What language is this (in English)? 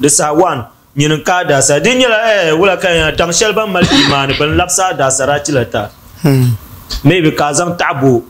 Dagbani